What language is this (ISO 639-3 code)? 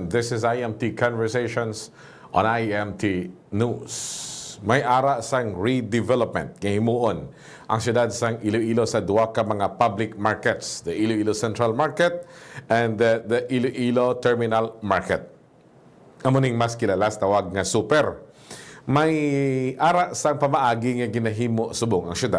hil